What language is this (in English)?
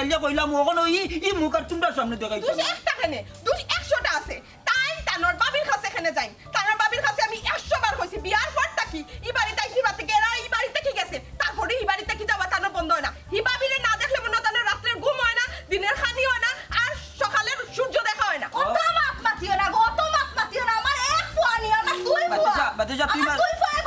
Sylheti